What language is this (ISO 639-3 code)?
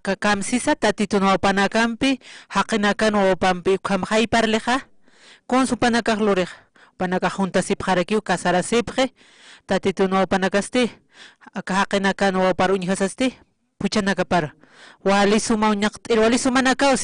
aym